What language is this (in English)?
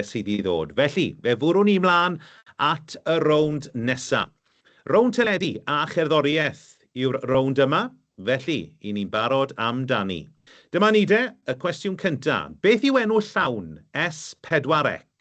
Welsh